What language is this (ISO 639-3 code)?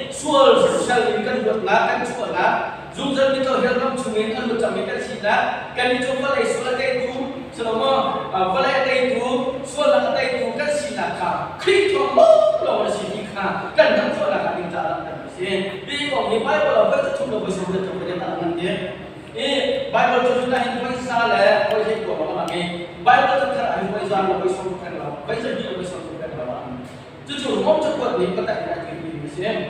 cnh